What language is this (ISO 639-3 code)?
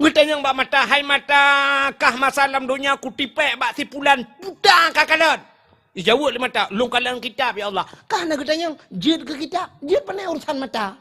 ace